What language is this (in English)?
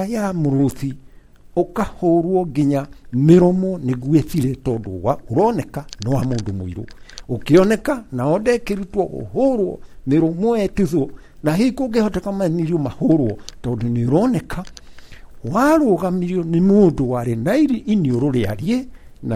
Kikuyu